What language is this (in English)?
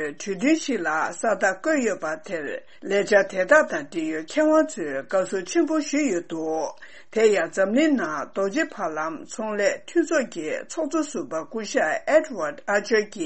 Tibetan